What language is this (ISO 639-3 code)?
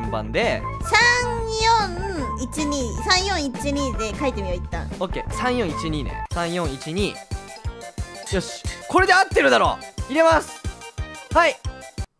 jpn